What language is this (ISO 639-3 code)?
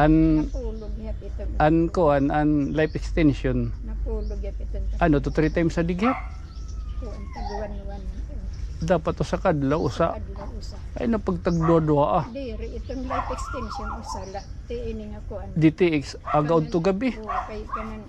war